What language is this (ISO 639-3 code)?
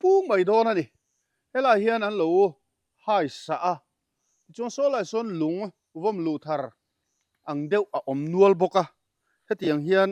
lus